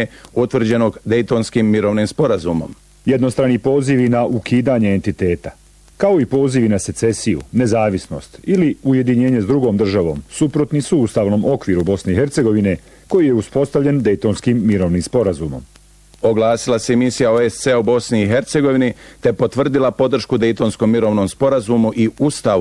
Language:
Bosnian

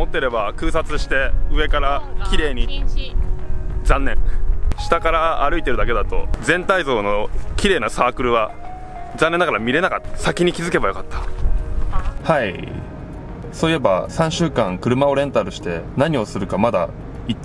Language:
Japanese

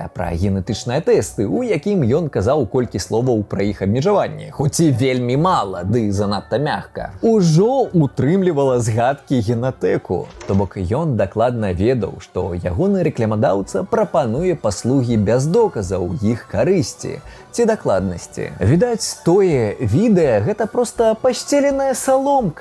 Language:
Belarusian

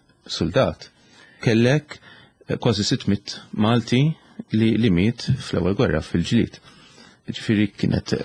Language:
Maltese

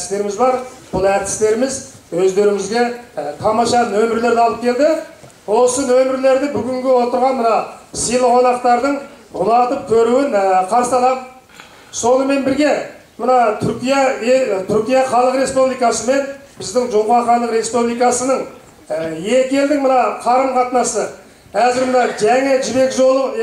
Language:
Kazakh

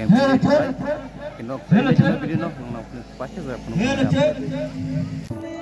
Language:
Kok Borok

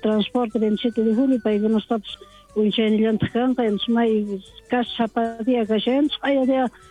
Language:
South Bolivian Quechua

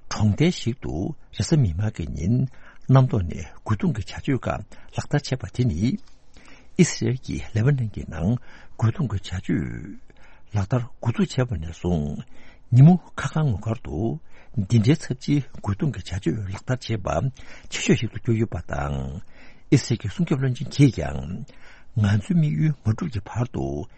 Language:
Tibetan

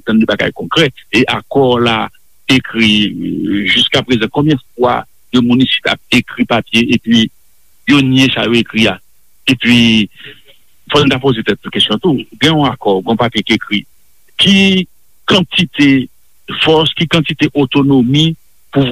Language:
Haitian Creole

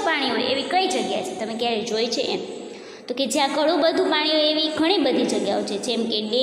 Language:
Gujarati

